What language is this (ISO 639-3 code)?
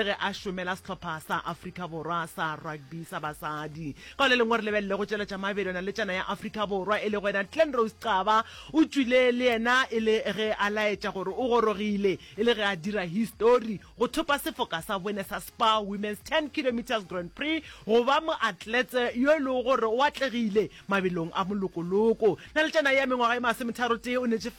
nso